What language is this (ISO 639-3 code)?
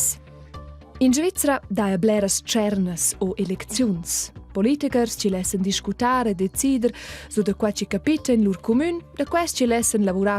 roh